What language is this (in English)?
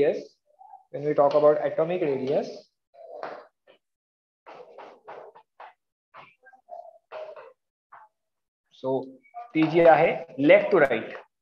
Marathi